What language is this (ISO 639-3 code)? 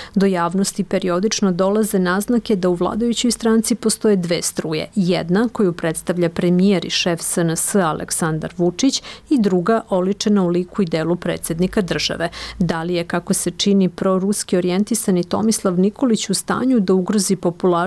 srp